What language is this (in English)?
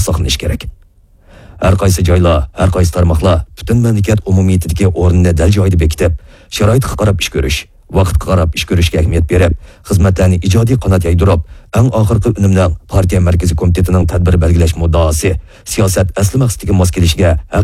Uyghur